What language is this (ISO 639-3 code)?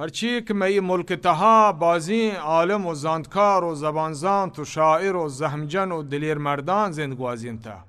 bal